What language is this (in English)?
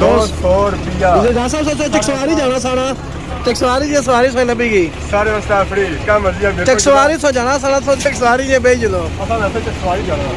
Pahari-Potwari